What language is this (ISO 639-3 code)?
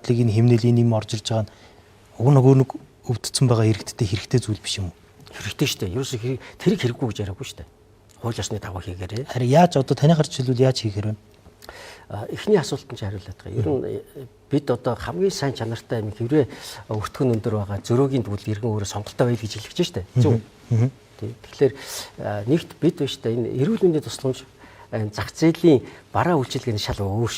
mon